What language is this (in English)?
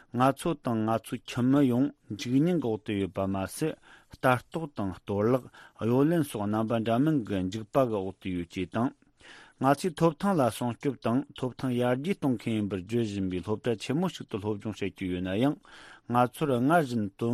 Tibetan